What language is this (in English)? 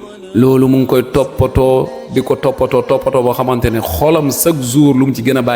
Wolof